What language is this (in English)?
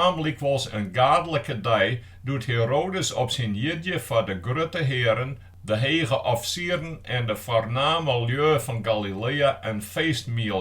Western Frisian